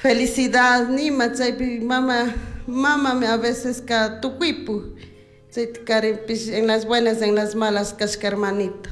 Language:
Chimborazo Highland Quichua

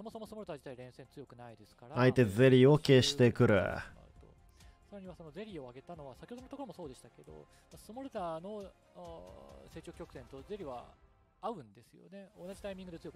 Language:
Japanese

